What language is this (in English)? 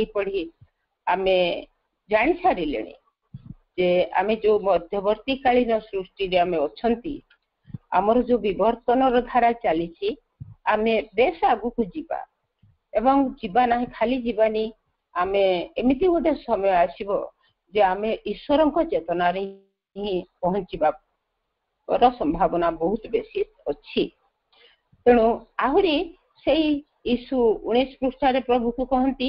Odia